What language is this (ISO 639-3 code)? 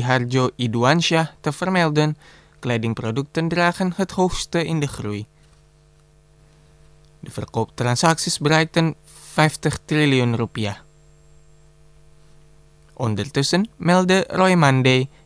nld